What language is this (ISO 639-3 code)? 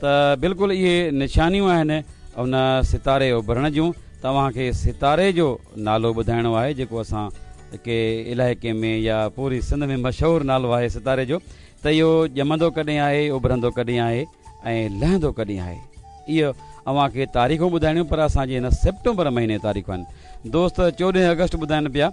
snd